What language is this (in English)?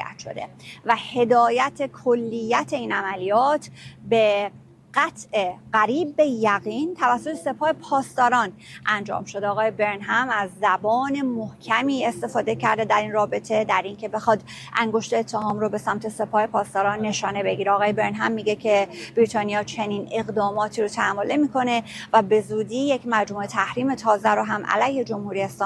Persian